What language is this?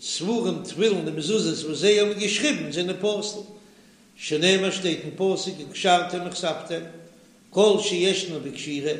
Yiddish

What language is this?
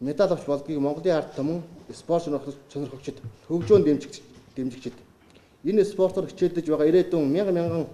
Mongolian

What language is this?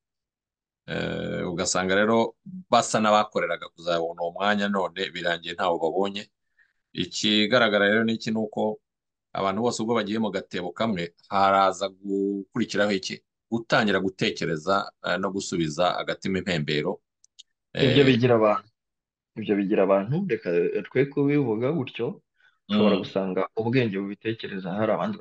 Kinyarwanda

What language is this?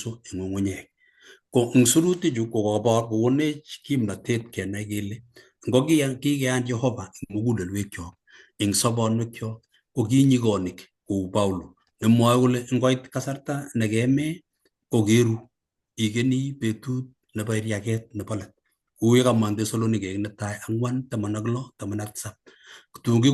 Kalenjin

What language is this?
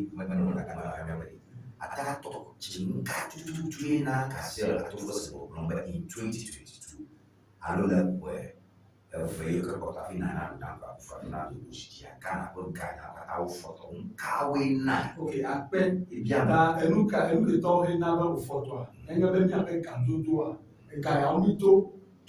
Ewe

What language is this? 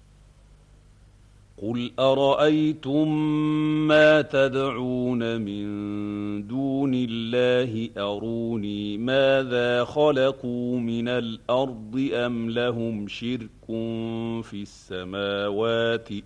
Arabic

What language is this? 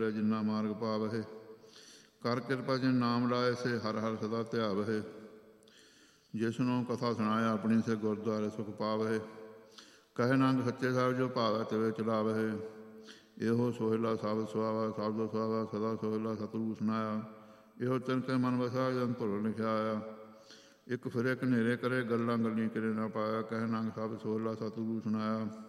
Punjabi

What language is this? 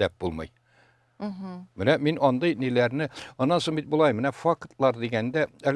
Tatar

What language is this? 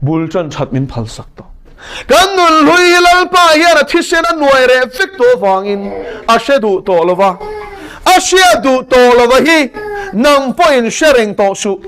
Mizo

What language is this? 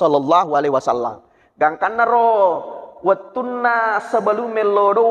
Buginese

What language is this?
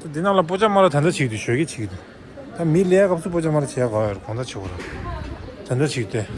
Tibetan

